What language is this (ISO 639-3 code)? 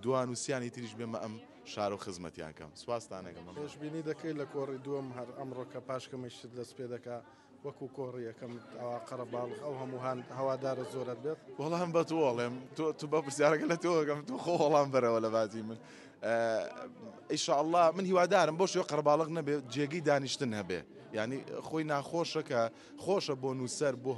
ckb